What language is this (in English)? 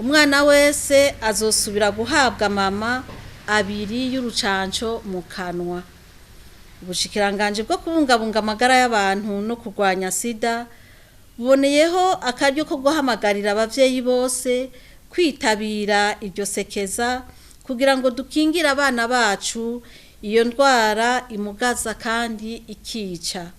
Rundi